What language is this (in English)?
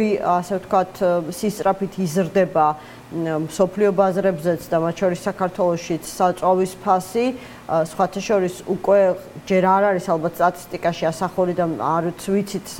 Georgian